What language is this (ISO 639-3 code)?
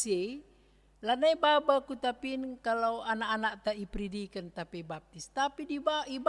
btx